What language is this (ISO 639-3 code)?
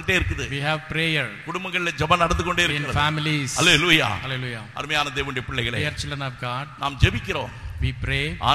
tam